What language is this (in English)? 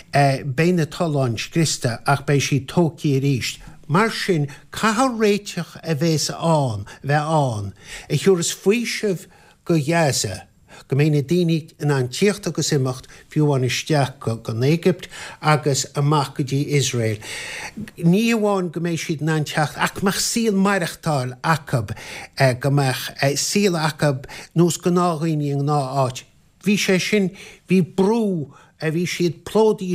Irish